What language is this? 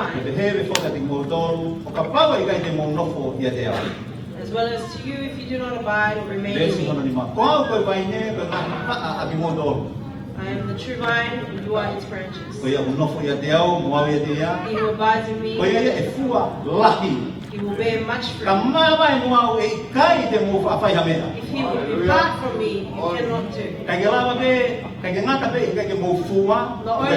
Tongan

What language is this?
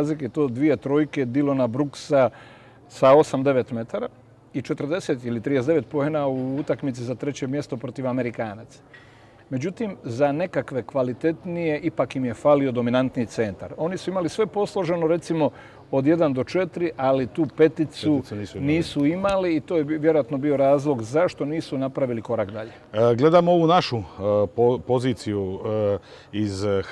Croatian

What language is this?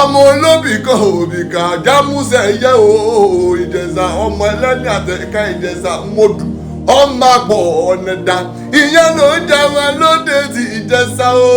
Yoruba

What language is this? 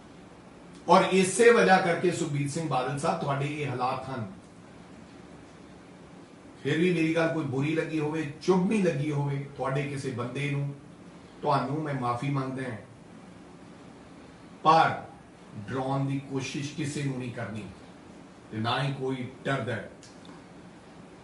Punjabi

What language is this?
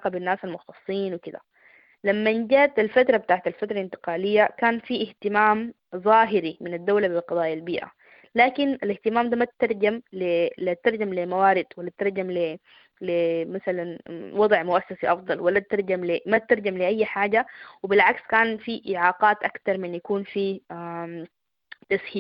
Sudanese Arabic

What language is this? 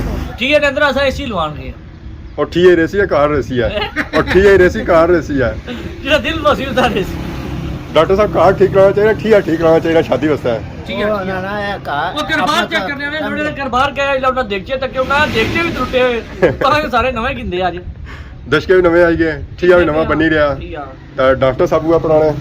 Pahari-Potwari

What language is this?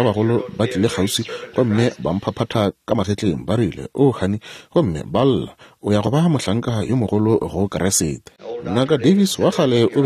Northern Sotho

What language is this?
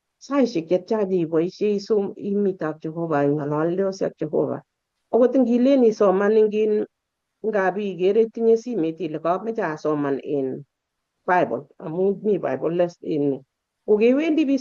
Kalenjin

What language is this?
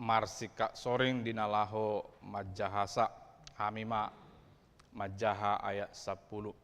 Batak Toba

